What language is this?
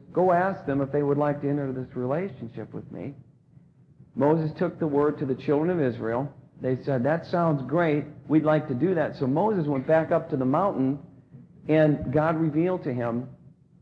English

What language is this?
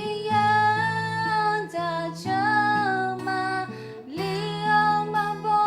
Akha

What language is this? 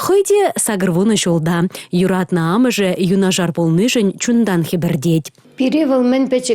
Chuvash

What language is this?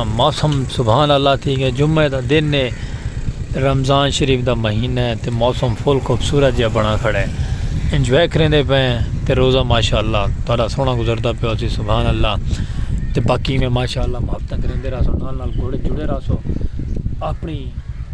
Saraiki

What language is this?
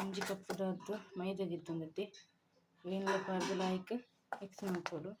Tulu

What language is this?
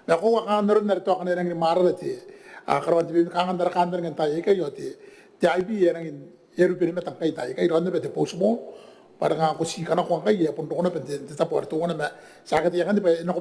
Gilbertese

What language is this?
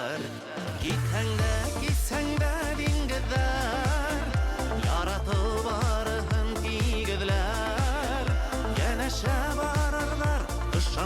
Bashkir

